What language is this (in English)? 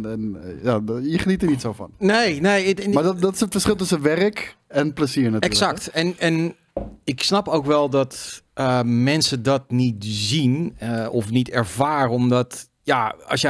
Dutch